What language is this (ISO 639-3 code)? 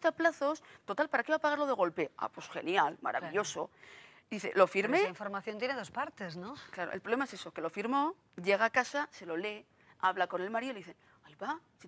spa